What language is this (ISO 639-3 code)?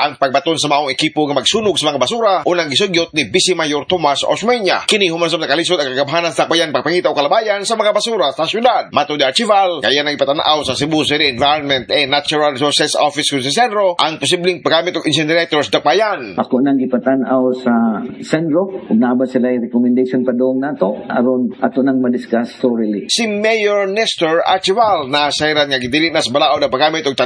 ceb